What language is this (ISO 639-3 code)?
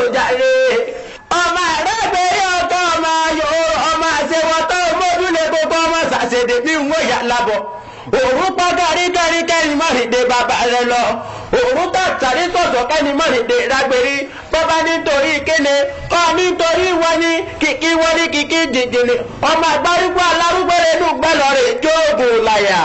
yor